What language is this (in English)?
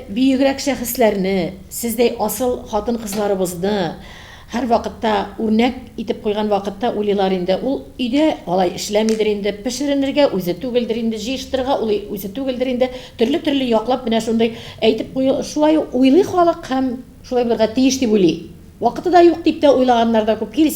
Tatar